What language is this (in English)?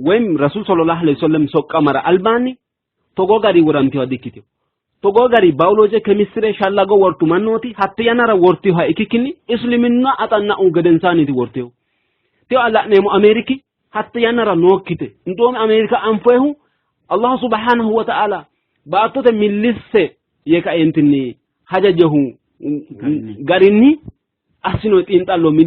Sidamo